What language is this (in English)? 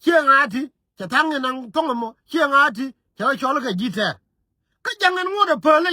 Nuer